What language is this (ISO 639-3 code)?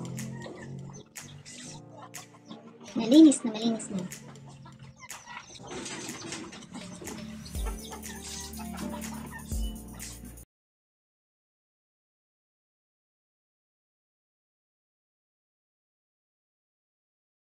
fil